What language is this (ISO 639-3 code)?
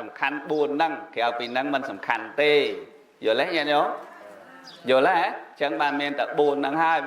khm